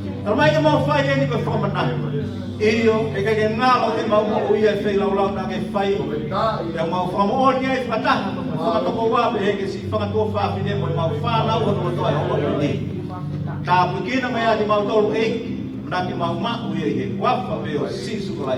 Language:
Tongan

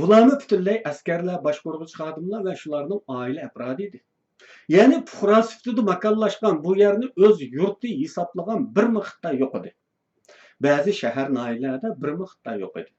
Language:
Uyghur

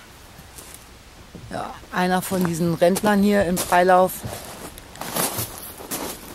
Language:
German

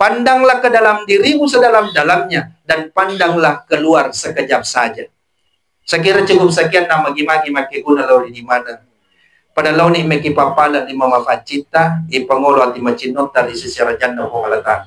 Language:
Buginese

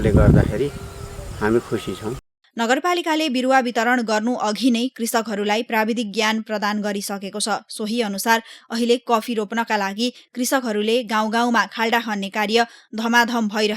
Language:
Nepali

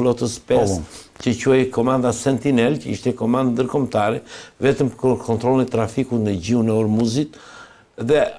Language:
Albanian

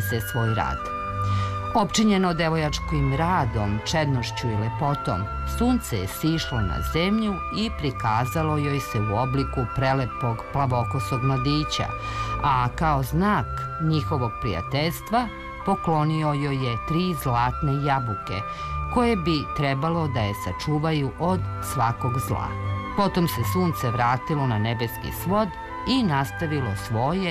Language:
Serbian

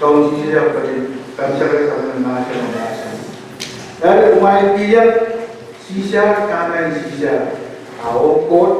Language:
Pohnpeian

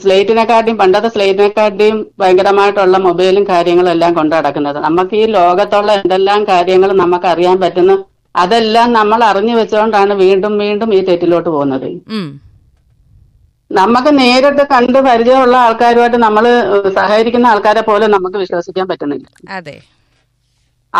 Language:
Malayalam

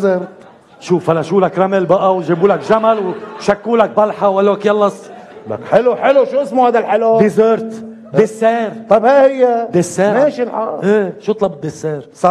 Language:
North Levantine Arabic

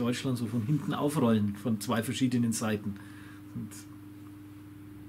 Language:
German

